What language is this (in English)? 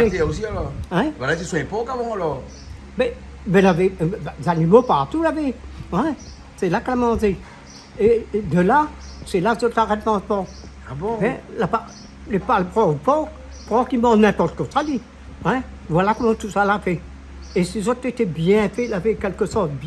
Réunion Creole French